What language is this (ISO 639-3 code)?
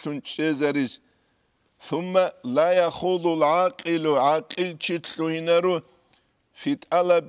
ava